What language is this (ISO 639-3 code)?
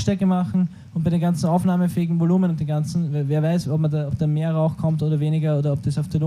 bar